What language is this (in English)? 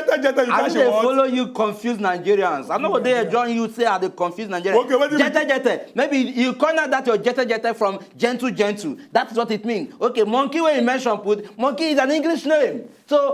Nigerian Pidgin